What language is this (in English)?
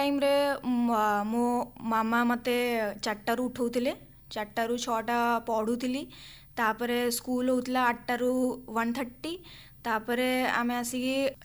Odia